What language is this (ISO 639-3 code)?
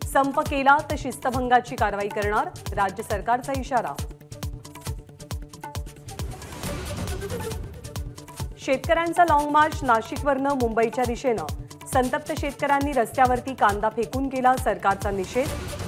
mar